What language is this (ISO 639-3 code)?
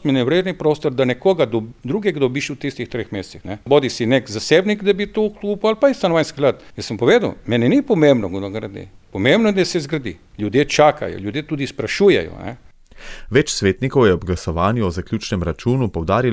slv